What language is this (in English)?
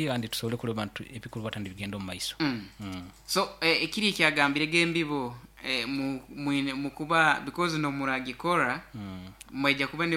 Nyoro